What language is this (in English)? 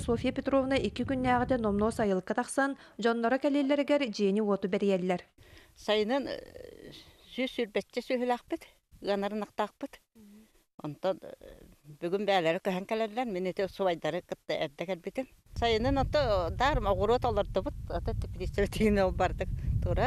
Yakut